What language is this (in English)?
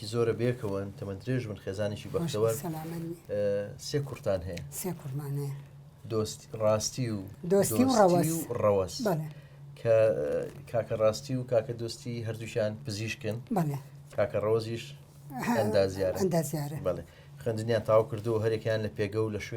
Central Kurdish